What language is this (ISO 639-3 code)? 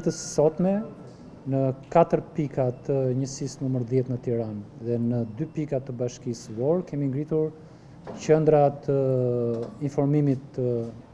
sqi